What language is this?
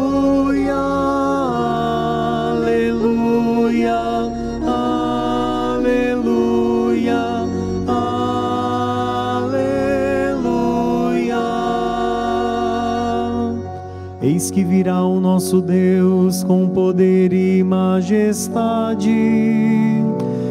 Portuguese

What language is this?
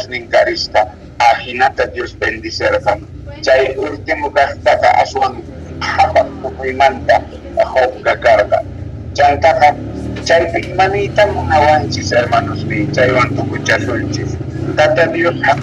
South Bolivian Quechua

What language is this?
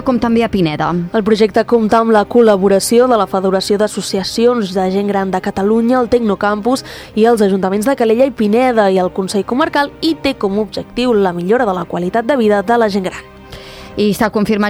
Catalan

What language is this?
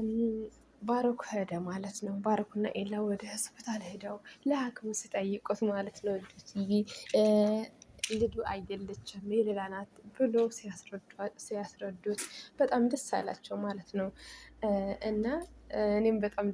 Amharic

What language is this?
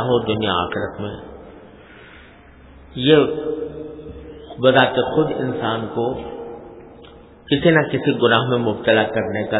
Urdu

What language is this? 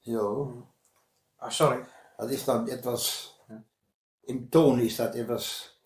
Westphalien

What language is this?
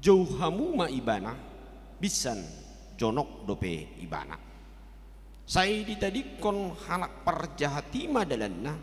Batak Toba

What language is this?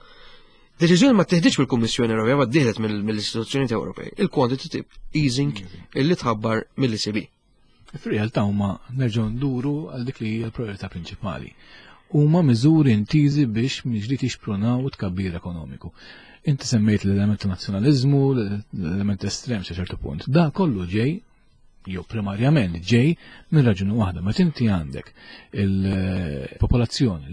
Maltese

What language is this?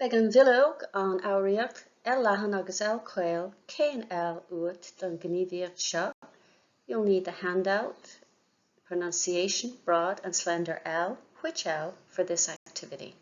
Irish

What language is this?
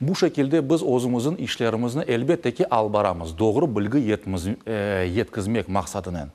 Crimean Tatar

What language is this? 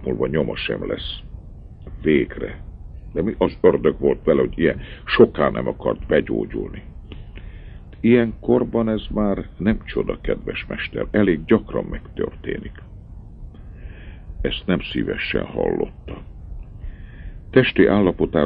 Hungarian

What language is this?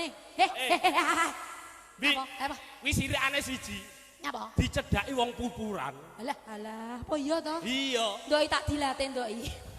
Javanese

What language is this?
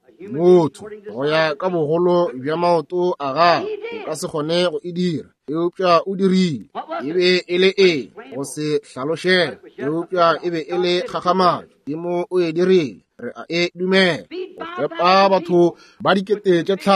Northern Sotho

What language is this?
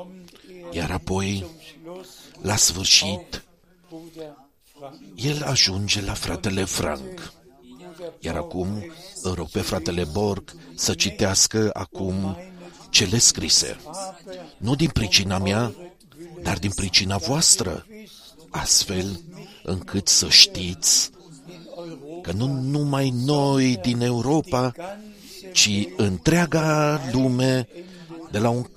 Romanian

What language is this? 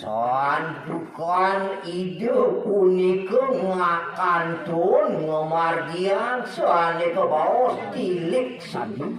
Balinese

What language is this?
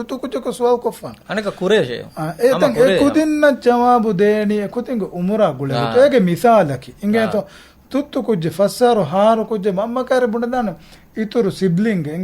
Divehi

